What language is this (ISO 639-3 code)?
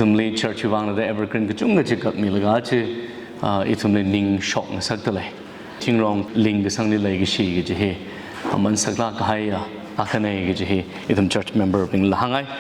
nmf